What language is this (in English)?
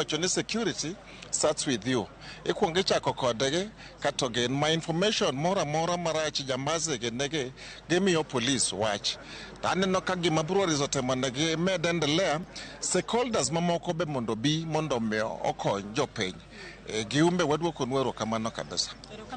Luo (Kenya and Tanzania)